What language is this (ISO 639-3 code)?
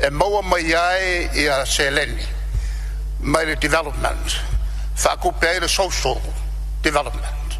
smo